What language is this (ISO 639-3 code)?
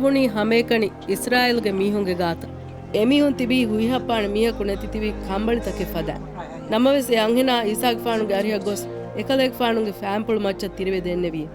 div